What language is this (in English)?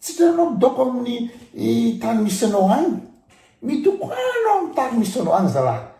Malagasy